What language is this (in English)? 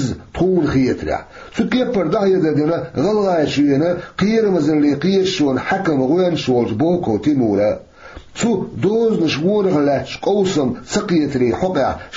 Chechen